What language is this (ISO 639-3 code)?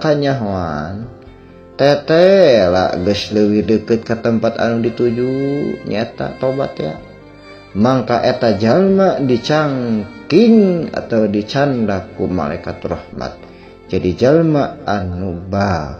sun